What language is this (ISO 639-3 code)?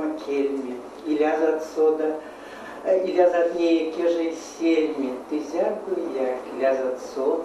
myv